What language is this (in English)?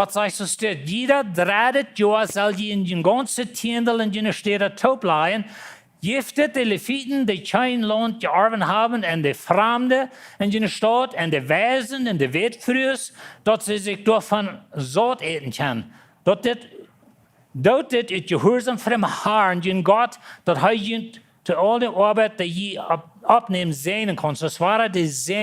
Plautdietsch